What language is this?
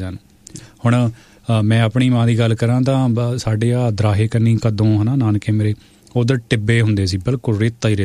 Punjabi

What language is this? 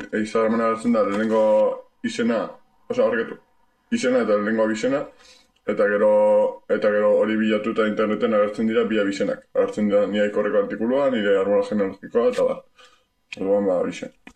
Basque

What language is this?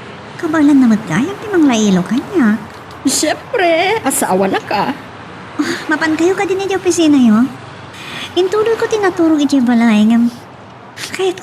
Iloko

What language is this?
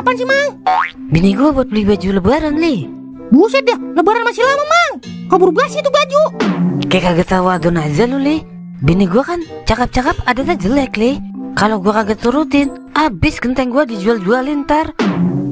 Betawi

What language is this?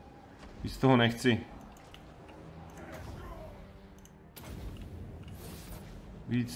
Czech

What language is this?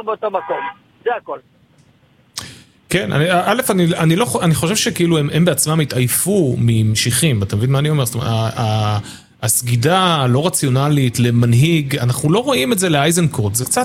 Hebrew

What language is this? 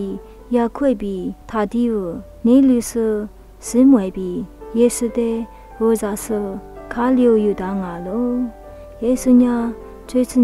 Lisu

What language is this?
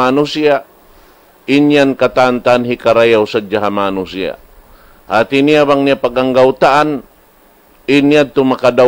Tausug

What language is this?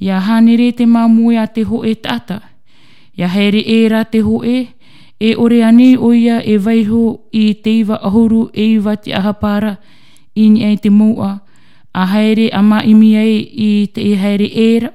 Tahitian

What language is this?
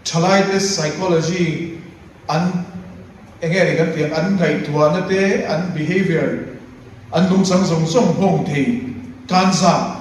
Mizo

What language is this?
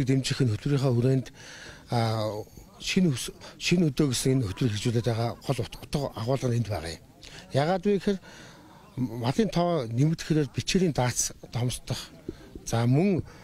Mongolian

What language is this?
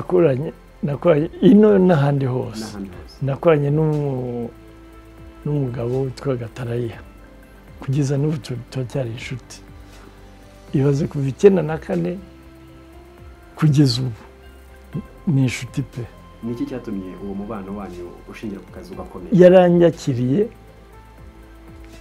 Kinyarwanda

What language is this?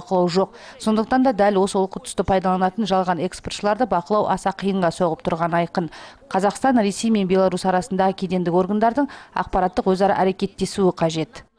Kazakh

